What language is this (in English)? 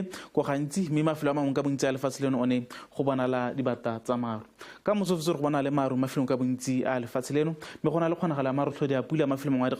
Tswana